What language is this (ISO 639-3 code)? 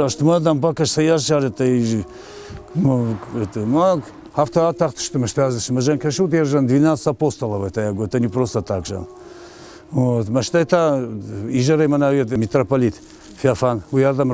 oss